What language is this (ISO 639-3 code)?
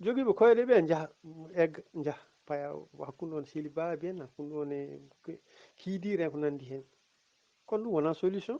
ful